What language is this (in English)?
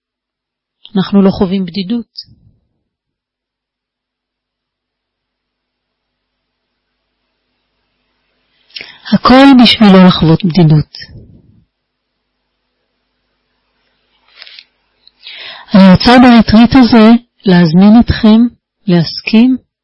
Hebrew